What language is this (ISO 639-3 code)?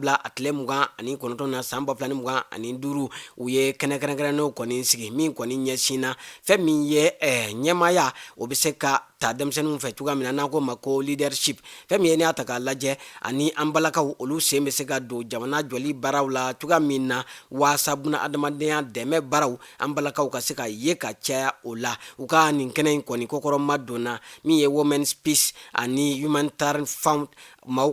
bam